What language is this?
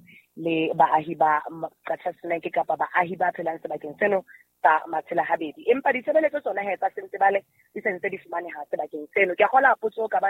Southern Sotho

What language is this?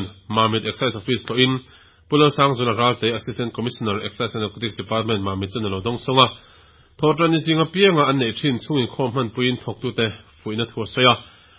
Mizo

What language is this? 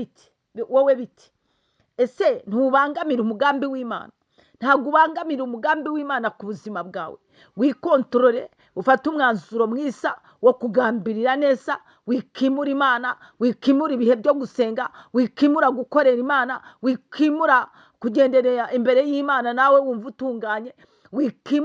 Kinyarwanda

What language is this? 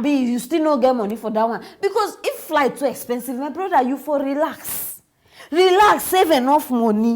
Nigerian Pidgin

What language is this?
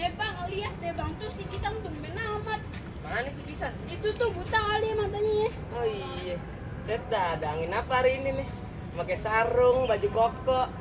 Betawi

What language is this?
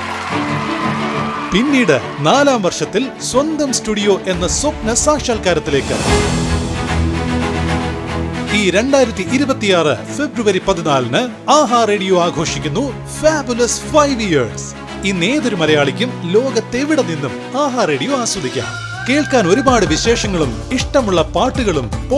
Malayalam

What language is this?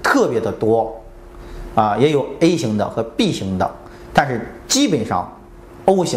Chinese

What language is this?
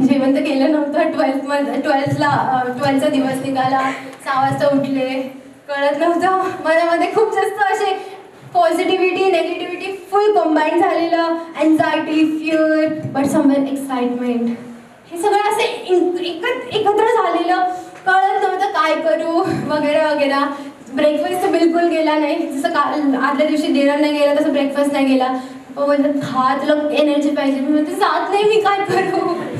Marathi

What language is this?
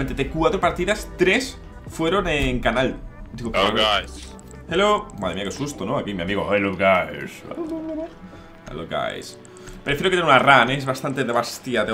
Spanish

